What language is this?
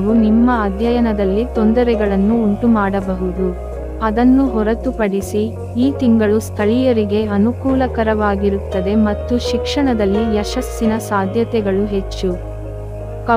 Kannada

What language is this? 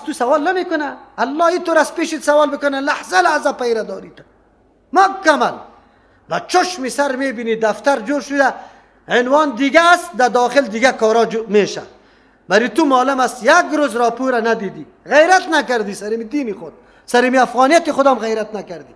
Persian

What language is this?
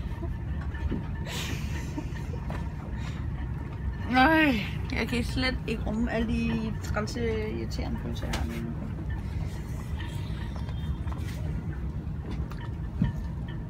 Danish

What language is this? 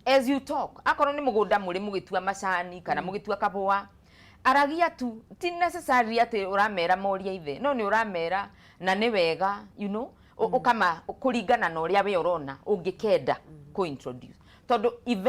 Kikuyu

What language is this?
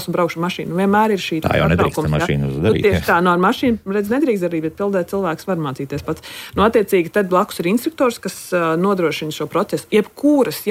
Latvian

